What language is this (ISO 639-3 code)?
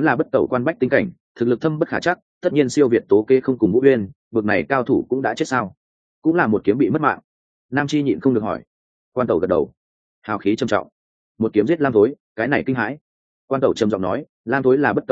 vie